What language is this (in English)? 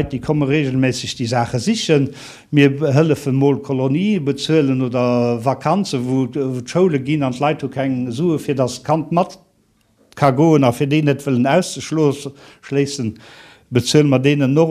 Luxembourgish